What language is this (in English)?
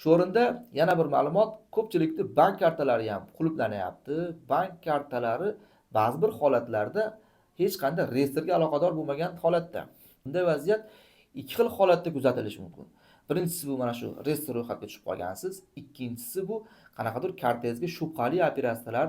Uzbek